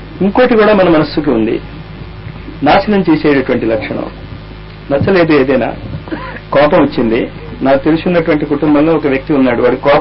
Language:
Telugu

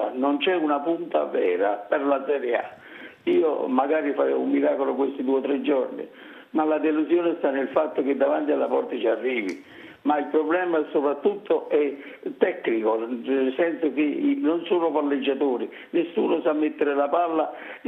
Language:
Italian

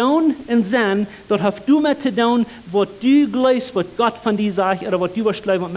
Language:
Plautdietsch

